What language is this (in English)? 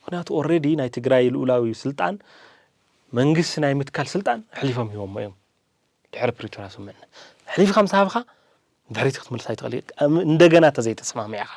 Tigrinya